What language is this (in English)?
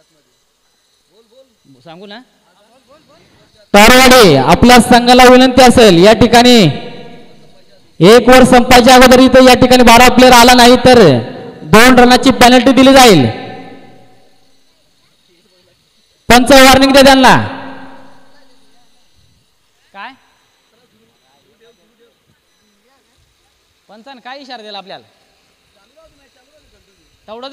Marathi